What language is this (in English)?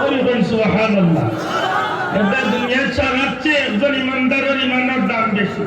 Sylheti